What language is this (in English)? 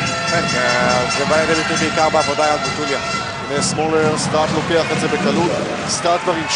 Hebrew